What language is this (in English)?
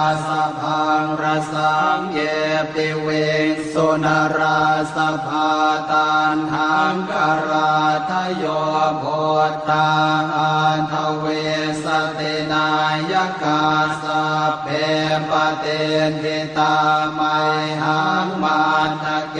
Pali